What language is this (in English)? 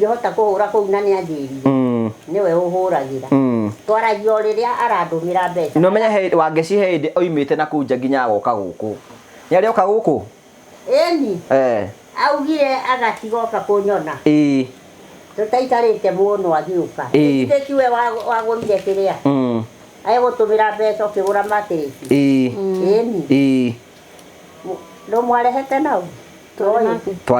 Kikuyu